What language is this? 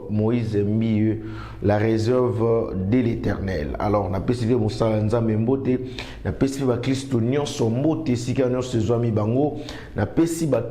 Lingala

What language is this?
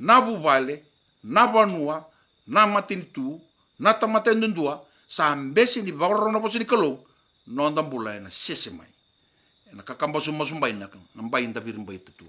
Fijian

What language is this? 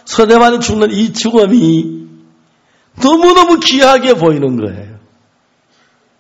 Korean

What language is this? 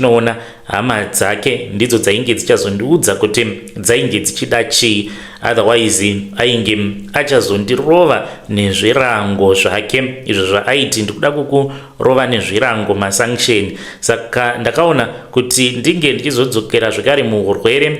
Shona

